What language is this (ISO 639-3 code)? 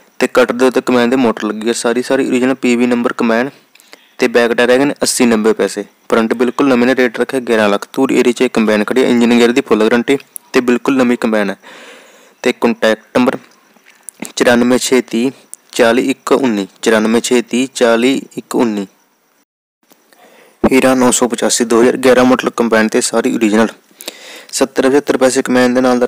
pan